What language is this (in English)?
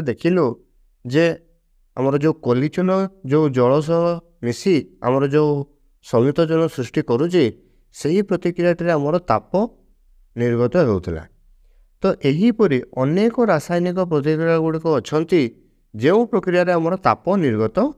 Odia